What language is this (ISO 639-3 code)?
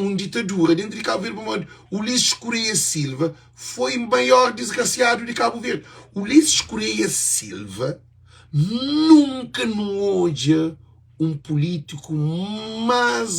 kea